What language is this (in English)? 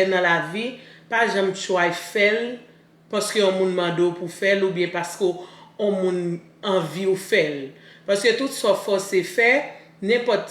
Haitian Creole